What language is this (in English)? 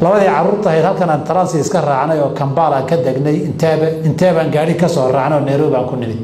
Somali